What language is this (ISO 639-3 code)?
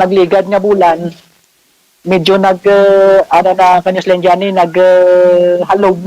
hil